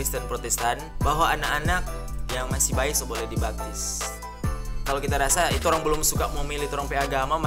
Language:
Manado Malay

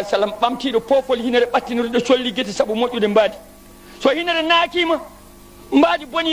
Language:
Fula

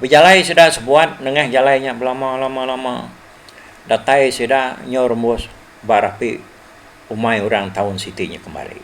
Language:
Iban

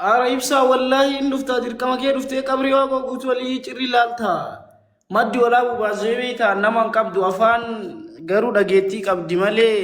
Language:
Oromo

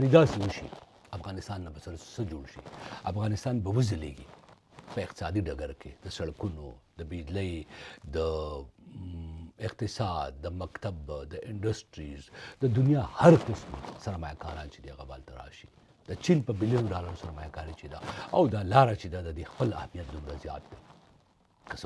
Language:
Pashto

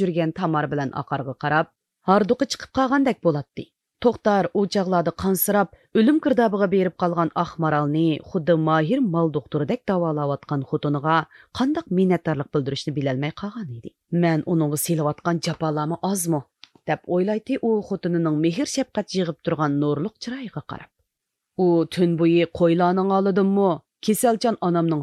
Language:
Uyghur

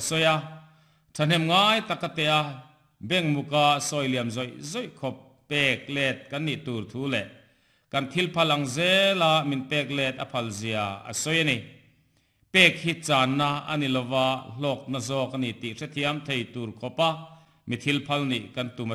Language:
Mizo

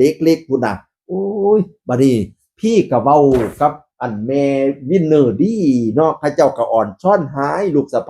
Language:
Northeastern Thai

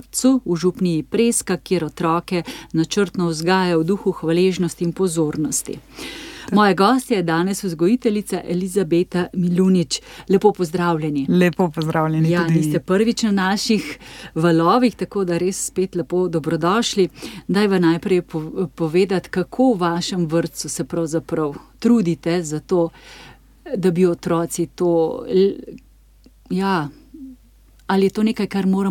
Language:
Slovenian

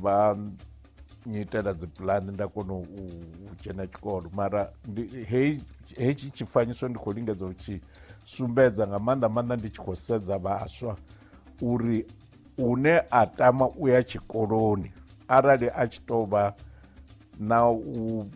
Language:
Venda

